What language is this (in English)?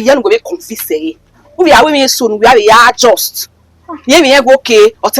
Bini